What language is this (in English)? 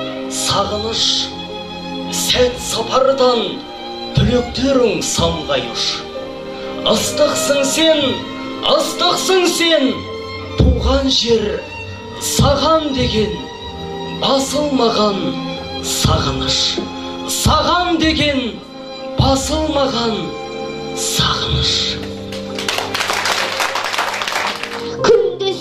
Kazakh